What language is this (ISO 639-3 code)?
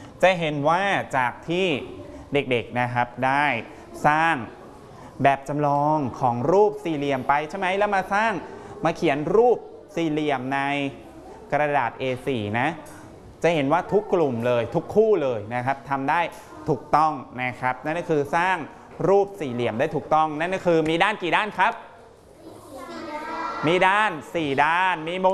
tha